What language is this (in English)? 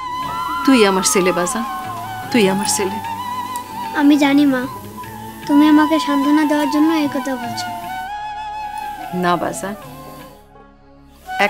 Bangla